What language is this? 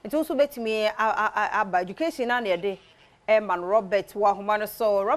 Akan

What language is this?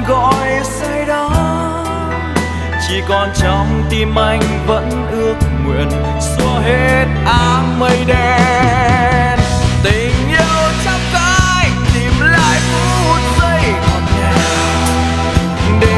Vietnamese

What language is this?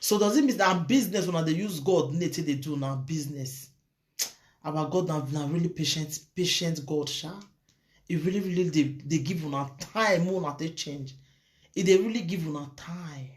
Nigerian Pidgin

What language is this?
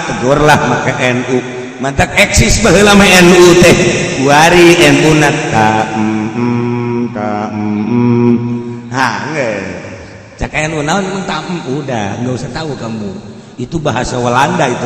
Sundanese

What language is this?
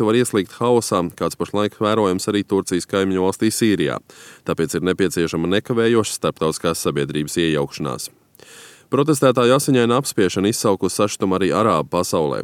Latvian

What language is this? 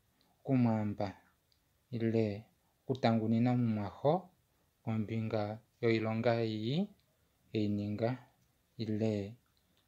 Kuanyama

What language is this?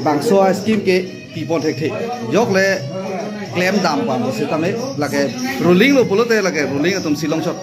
Karbi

